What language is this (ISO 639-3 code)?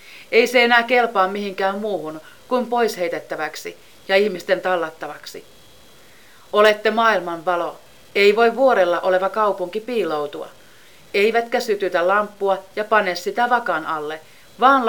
fin